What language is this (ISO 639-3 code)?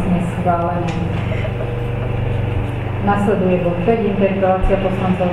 slk